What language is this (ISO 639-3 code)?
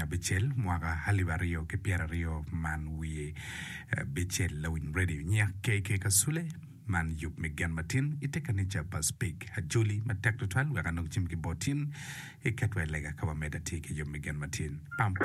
ach